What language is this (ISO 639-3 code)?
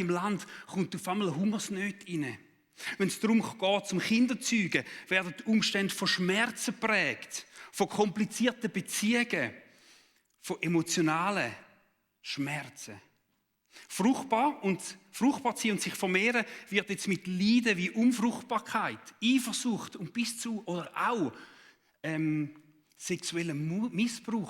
gsw